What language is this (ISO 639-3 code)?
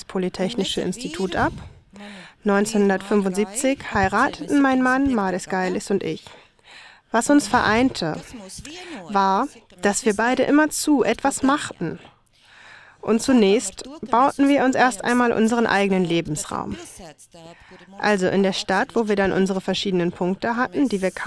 deu